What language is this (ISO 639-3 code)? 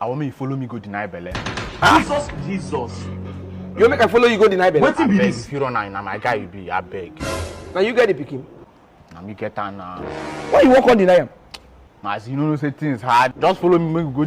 pcm